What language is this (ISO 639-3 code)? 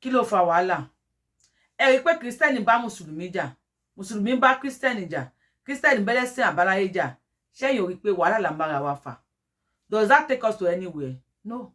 yor